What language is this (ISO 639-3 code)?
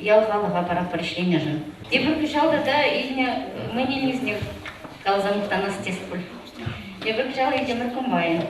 chv